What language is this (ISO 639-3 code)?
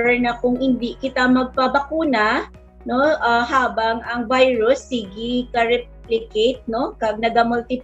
hil